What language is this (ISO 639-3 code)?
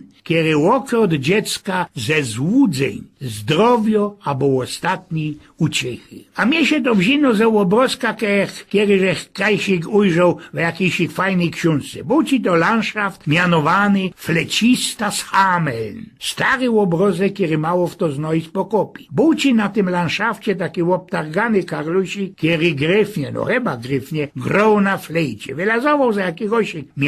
szl